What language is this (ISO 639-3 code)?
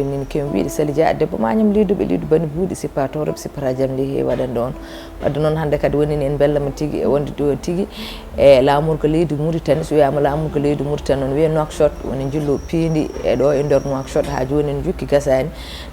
ful